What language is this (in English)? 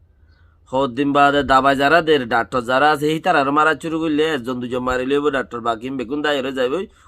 Rohingya